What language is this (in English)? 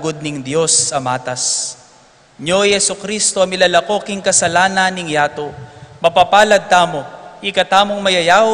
Pampanga